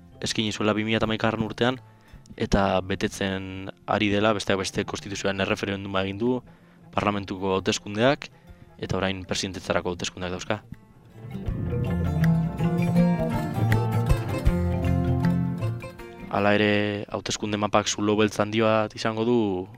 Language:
Basque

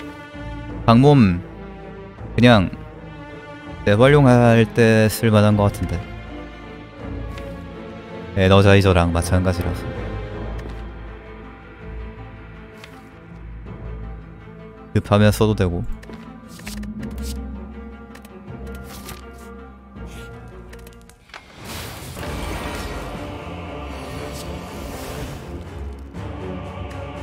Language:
Korean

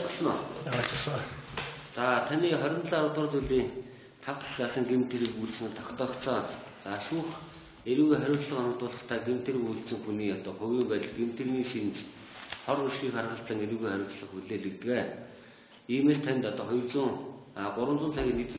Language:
Mongolian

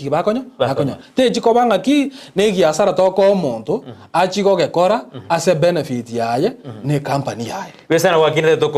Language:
Gusii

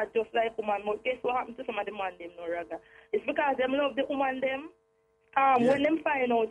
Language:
Jamaican Creole English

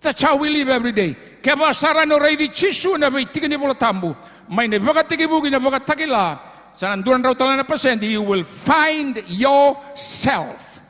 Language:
Fijian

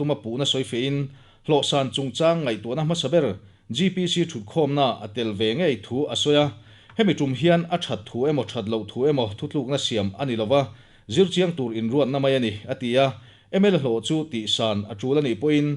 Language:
Mizo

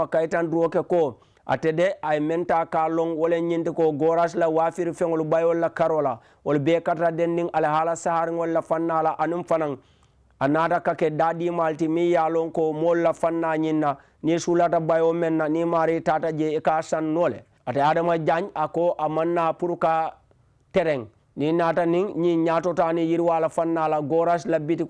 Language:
Mandingo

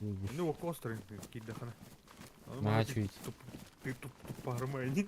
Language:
Yakut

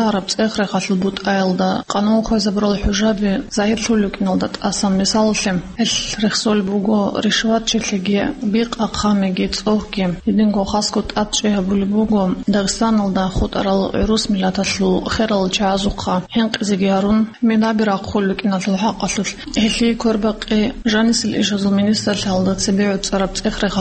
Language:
Avaric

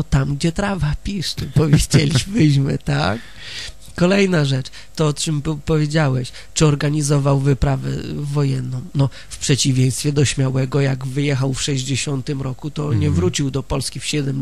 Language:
Polish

